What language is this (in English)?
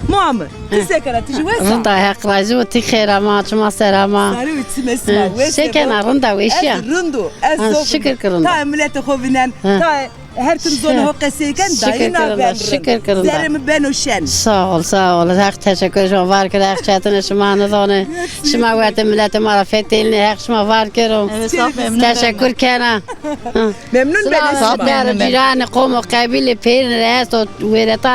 Zaza